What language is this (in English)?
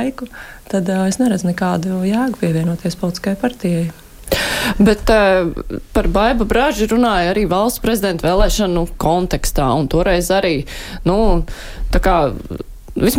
Latvian